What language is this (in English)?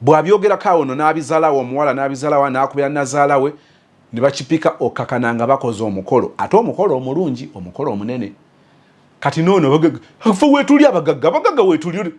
Ganda